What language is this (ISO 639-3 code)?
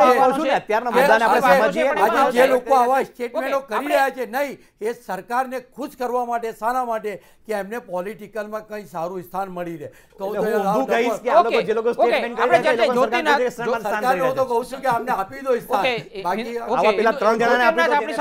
guj